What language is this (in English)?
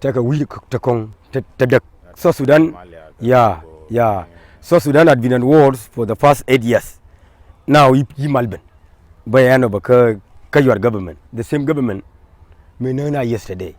Nuer